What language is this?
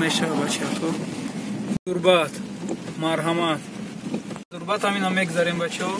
Tajik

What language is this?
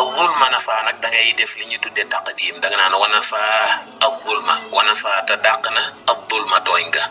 Wolof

